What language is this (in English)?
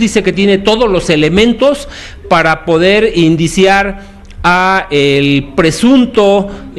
Spanish